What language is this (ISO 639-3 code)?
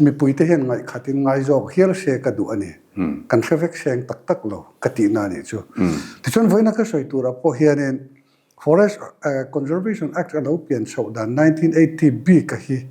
lus